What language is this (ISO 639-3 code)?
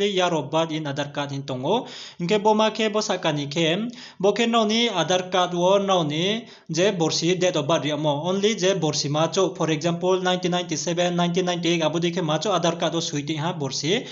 ria